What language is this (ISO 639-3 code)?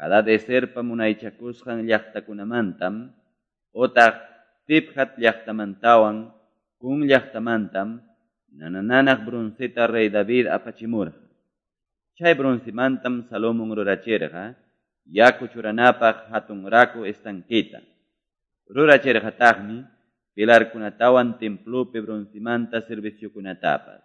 que